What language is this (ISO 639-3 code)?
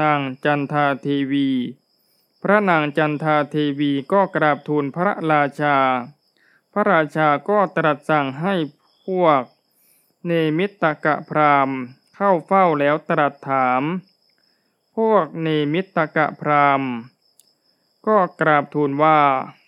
tha